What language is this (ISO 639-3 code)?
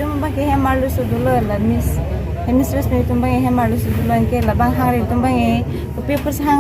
mjw